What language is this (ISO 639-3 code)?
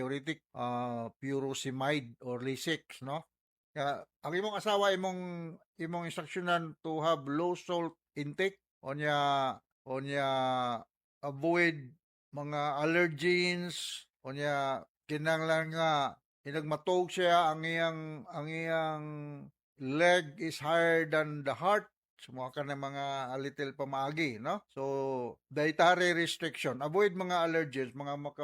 ceb